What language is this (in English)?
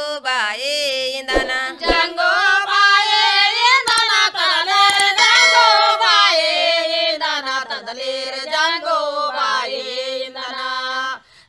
Gondi